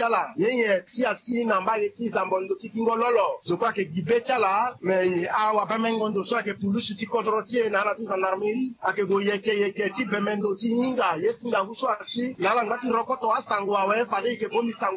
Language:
Sango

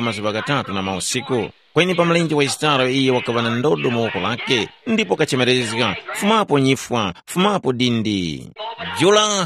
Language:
Tumbuka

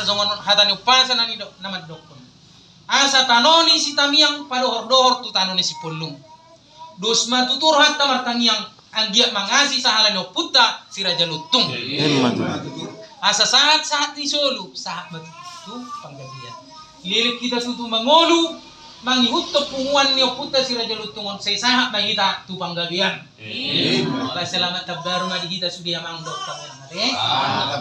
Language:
Batak Toba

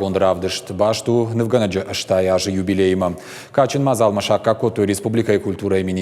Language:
Ossetic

